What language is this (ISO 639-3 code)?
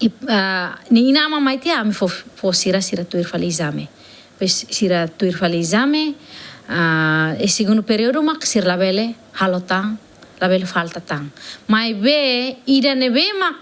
tet